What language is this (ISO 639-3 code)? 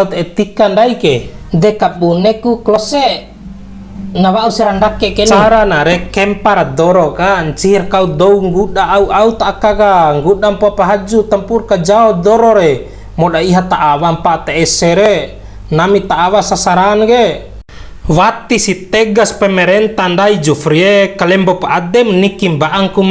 bhp